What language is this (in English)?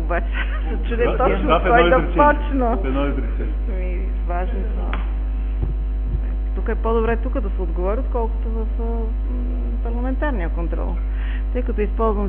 Bulgarian